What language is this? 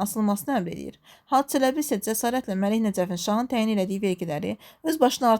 Azerbaijani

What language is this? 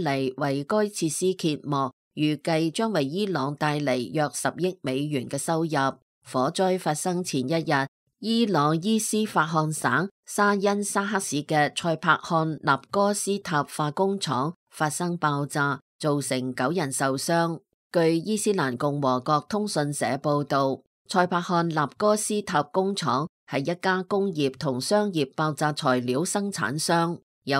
Cantonese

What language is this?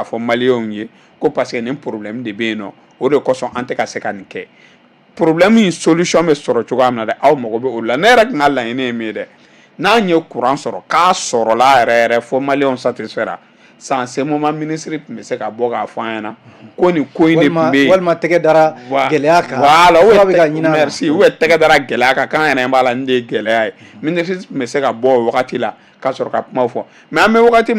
Bambara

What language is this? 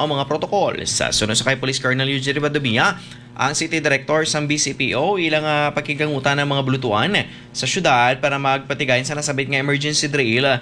Hiligaynon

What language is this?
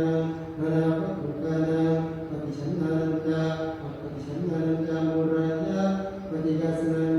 Pali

